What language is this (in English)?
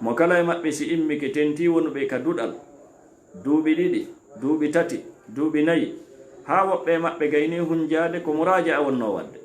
Fula